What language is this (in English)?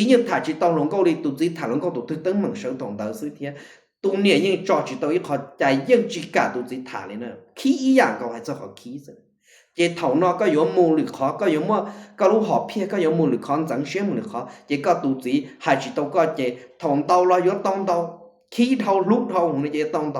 Hmong